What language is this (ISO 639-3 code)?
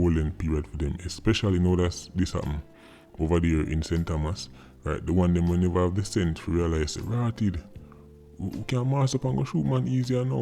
jam